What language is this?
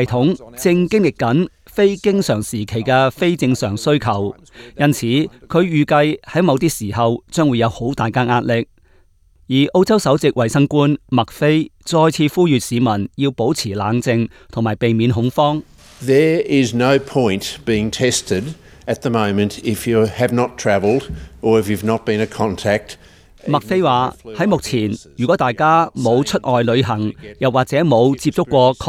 Cantonese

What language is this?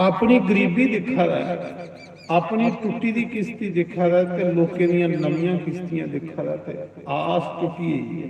Dogri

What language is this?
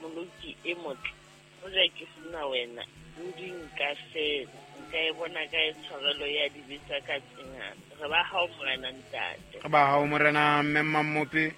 Southern Sotho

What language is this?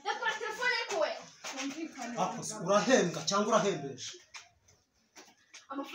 Kinyarwanda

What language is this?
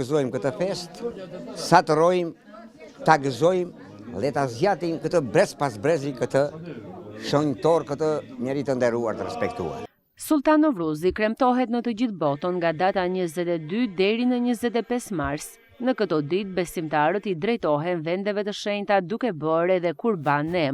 Albanian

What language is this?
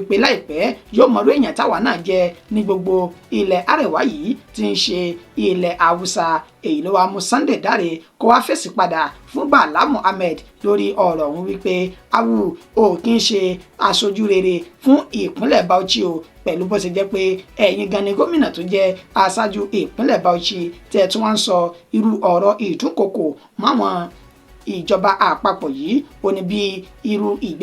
Yoruba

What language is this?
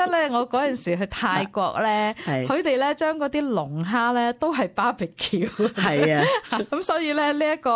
Cantonese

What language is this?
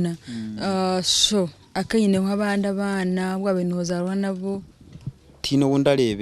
Nyankole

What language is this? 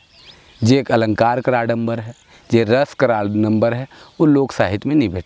Sadri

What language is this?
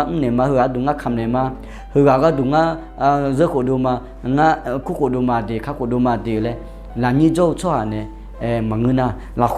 Akha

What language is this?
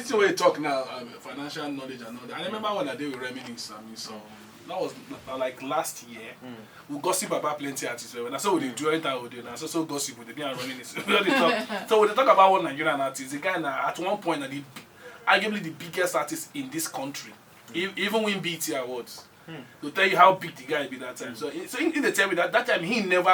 Nigerian Pidgin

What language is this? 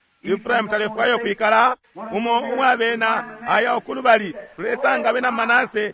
Bemba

